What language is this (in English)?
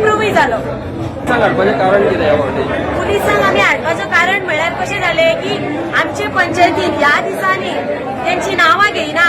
Konkani